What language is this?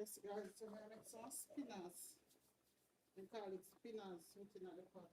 Jamaican Creole English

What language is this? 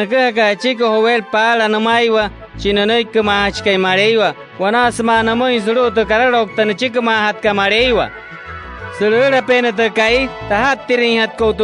Wayuu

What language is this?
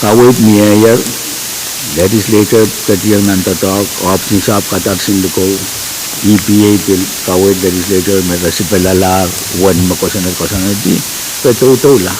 Pohnpeian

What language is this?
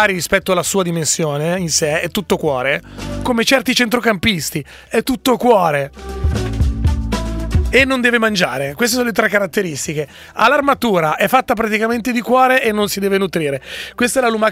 Italian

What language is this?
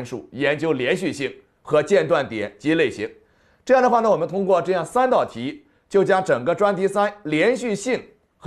Chinese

